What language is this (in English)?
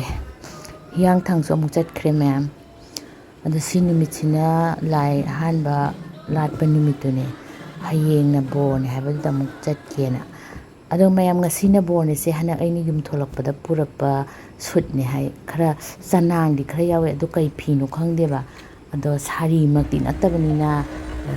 Manipuri